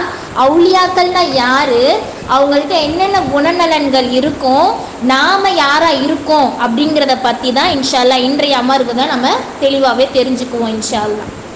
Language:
Tamil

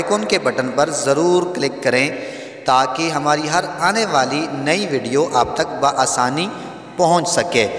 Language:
Urdu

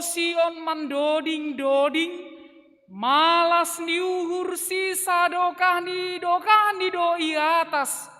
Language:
Batak Simalungun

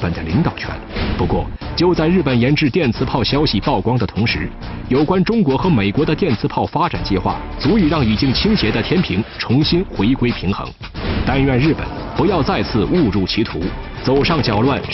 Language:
Chinese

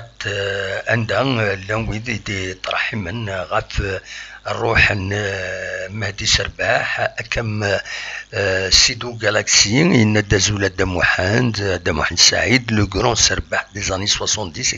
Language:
Kabyle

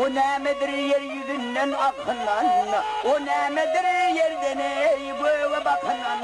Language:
Turkmen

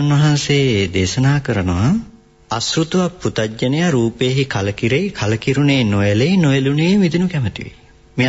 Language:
Sinhala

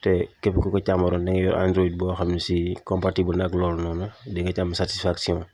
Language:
Wolof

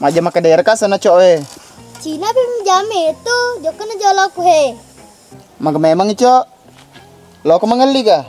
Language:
Buginese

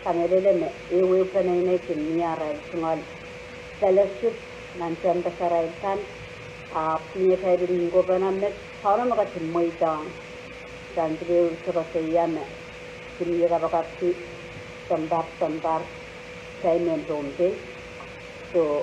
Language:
Pohnpeian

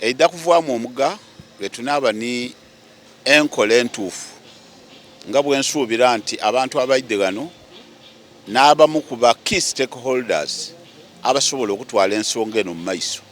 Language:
Soga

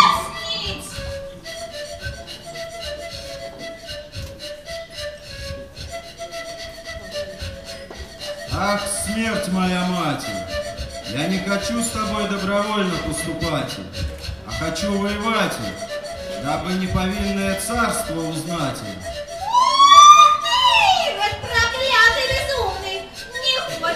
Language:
Russian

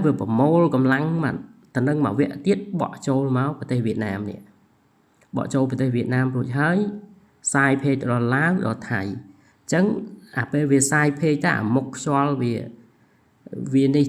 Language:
Khmer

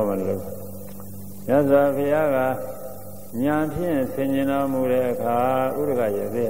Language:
Burmese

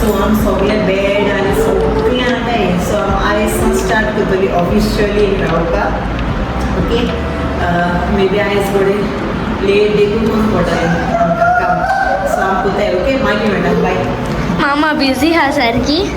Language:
Konkani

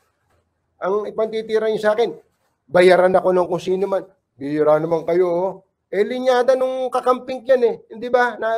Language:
Filipino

